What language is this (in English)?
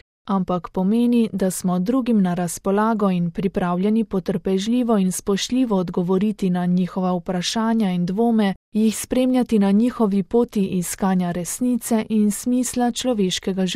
Slovenian